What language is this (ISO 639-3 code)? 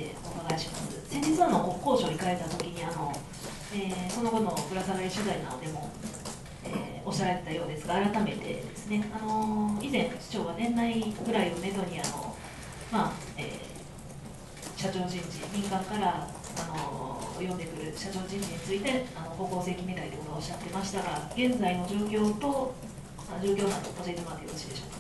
jpn